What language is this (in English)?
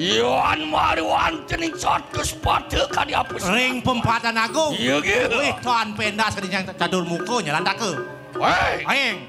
Balinese